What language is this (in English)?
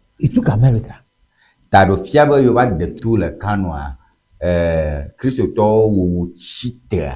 Ewe